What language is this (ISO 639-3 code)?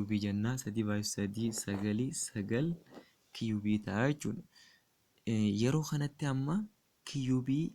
orm